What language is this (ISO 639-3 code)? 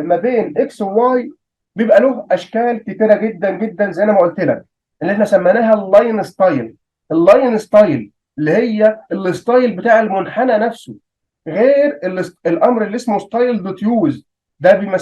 arz